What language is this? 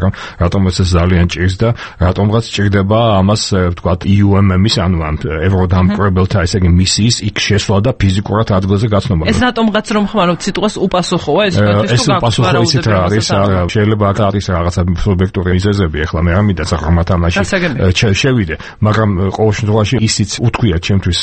Georgian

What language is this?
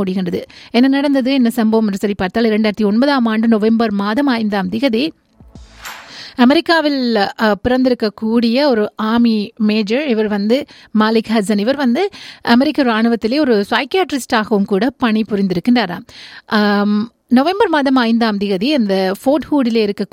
Tamil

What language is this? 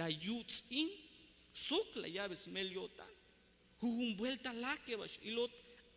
Tzeltal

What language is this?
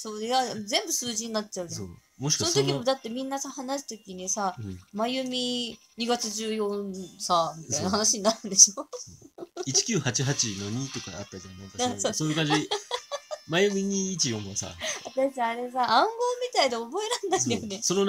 Japanese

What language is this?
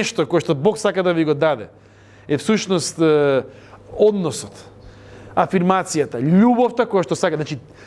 Macedonian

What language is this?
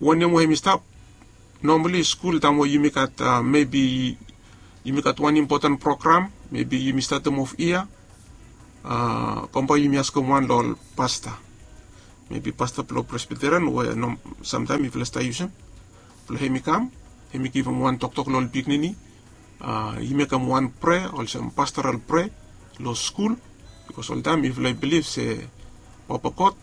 Bislama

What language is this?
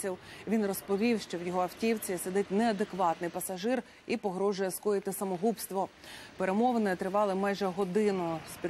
Ukrainian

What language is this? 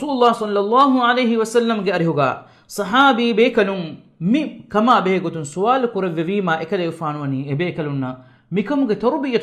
Divehi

